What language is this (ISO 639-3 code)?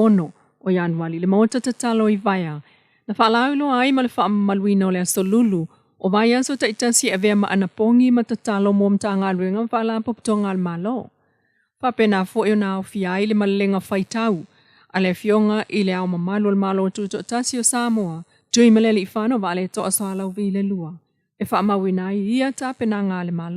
smo